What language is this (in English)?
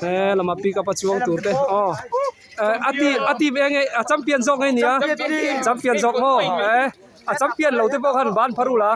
Mizo